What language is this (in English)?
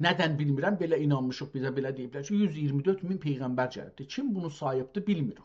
South Azerbaijani